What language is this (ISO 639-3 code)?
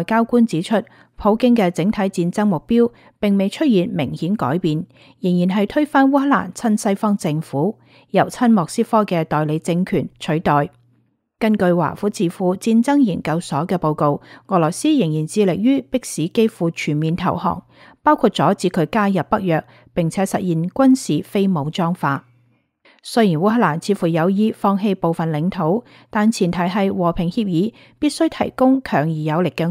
yue